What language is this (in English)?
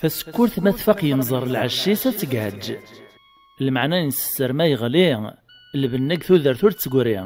Kabyle